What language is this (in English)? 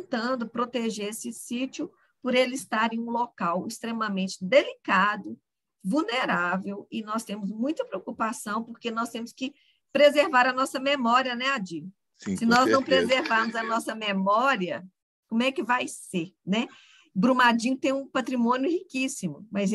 Portuguese